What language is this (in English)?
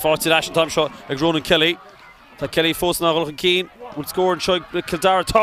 Irish